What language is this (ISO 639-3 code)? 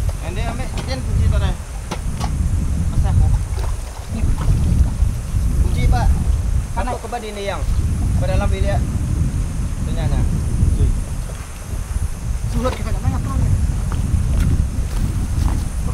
msa